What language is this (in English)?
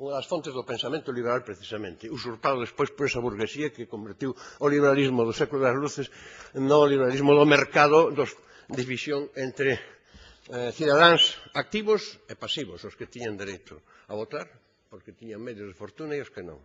Galician